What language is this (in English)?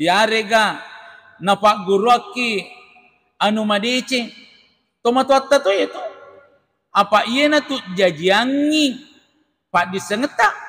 Buginese